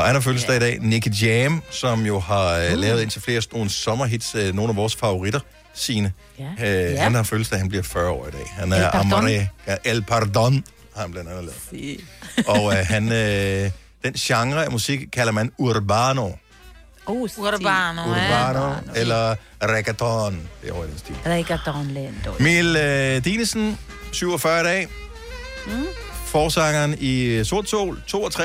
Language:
Danish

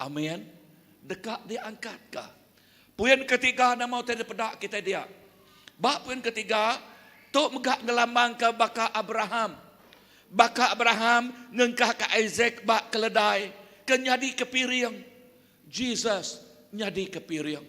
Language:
Iban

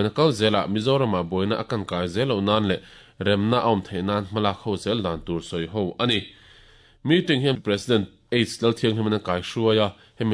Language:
Mizo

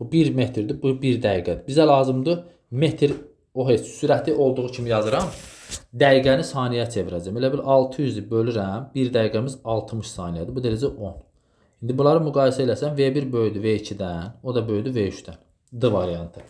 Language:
Azerbaijani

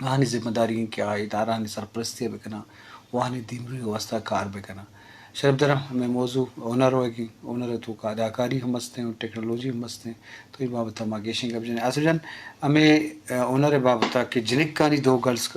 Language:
Eastern Balochi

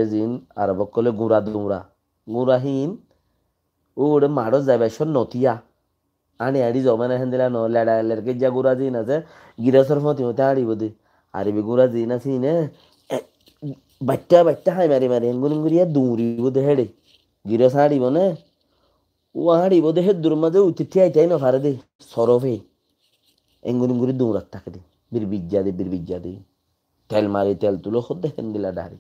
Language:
Rohingya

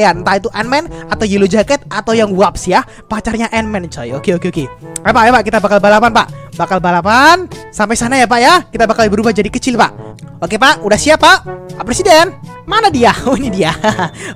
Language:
Indonesian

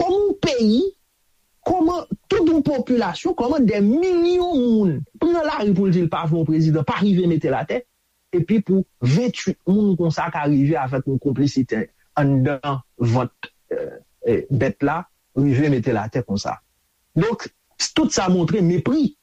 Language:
Haitian Creole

